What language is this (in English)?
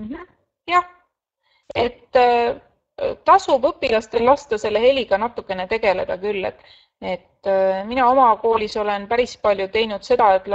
Estonian